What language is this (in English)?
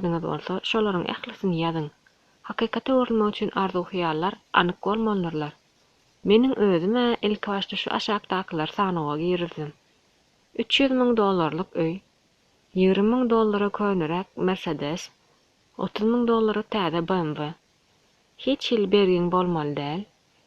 Turkmen